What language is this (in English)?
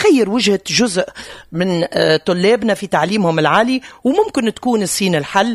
Tunisian Arabic